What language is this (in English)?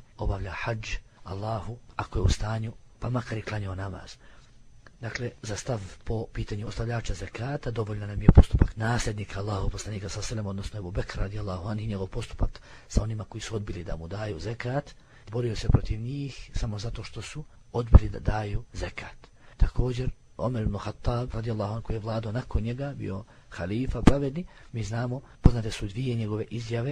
Bosnian